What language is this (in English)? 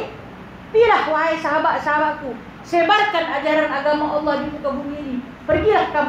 Malay